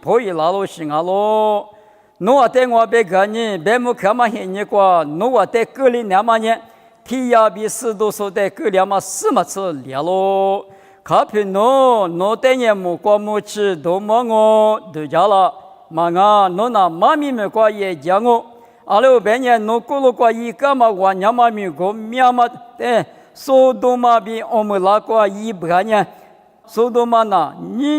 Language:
Lisu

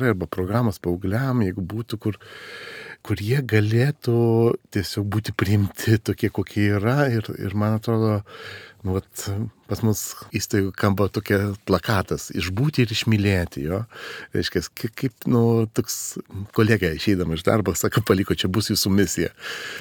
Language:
Lithuanian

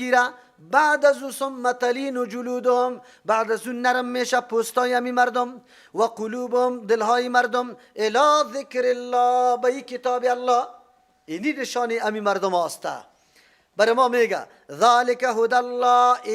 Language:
Persian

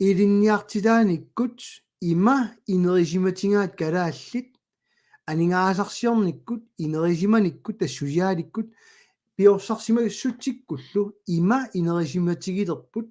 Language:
Kalaallisut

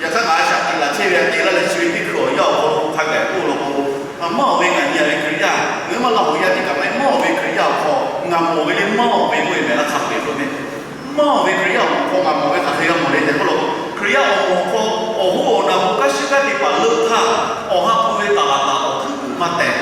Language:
Lahu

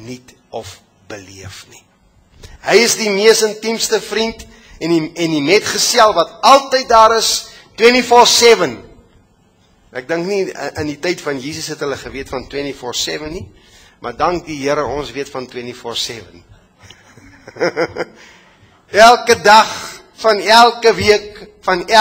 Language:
Afrikaans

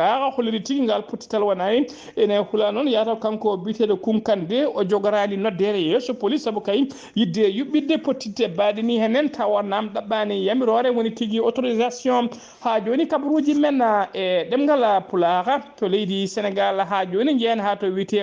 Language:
Fula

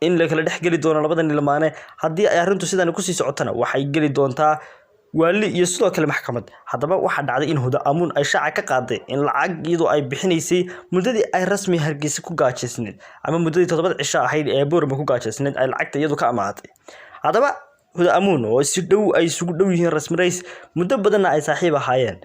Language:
Somali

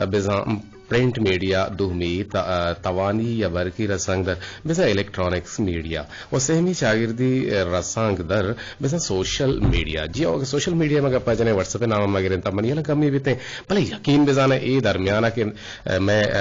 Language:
Eastern Balochi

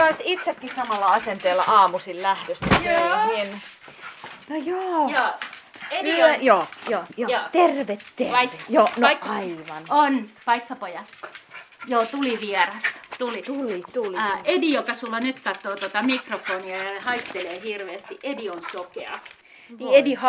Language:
Finnish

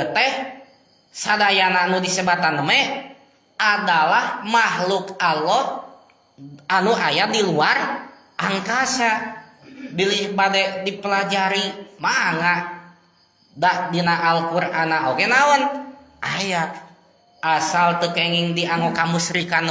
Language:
Sundanese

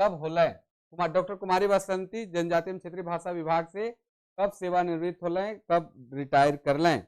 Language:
Sadri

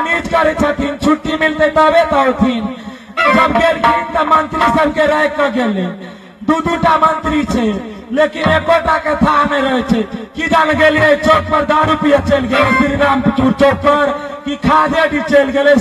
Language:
Maithili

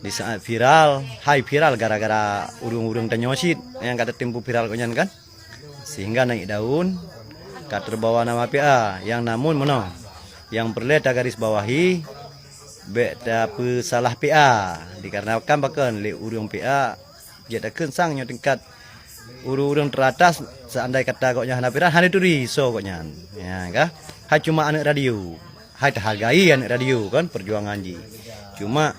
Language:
Achinese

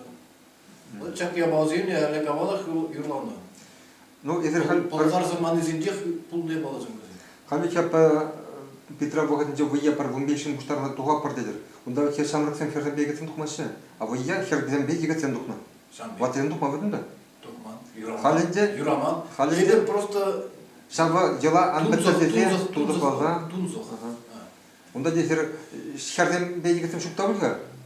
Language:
Chuvash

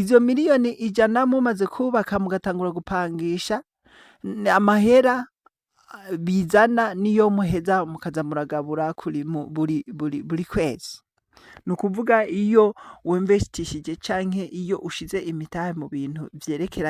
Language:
Rundi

